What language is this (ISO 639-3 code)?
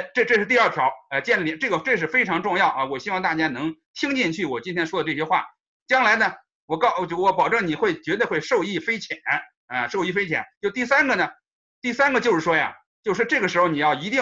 zho